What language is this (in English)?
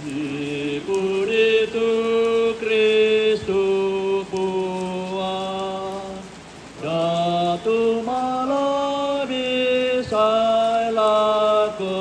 Toraja-Sa'dan